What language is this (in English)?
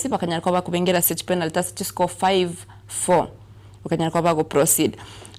Gusii